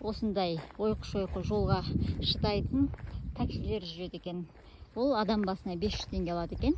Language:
Kazakh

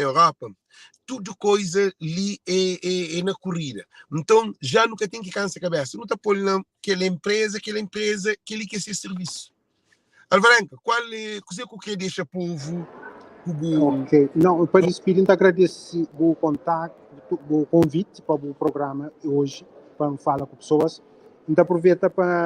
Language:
Kabuverdianu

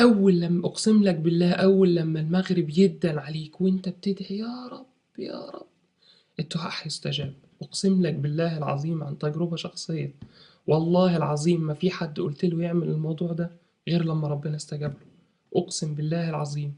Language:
Egyptian Arabic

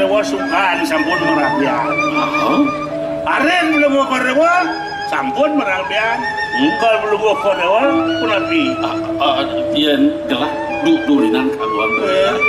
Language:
Balinese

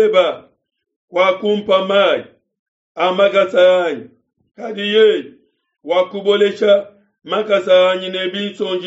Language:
Luba-Lulua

